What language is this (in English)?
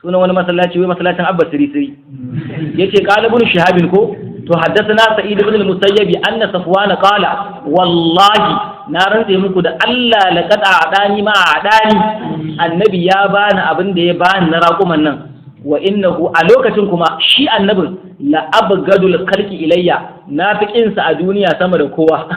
Hausa